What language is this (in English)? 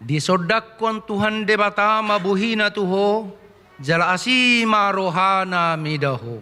Batak Toba